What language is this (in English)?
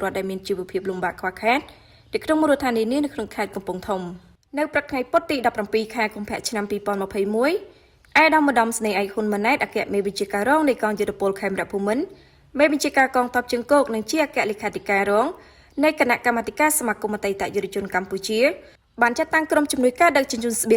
Khmer